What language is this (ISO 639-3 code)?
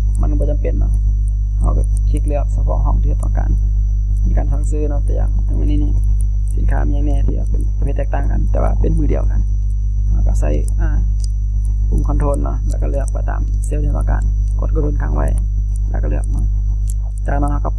tha